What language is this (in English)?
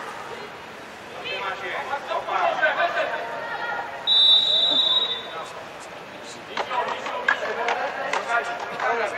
Polish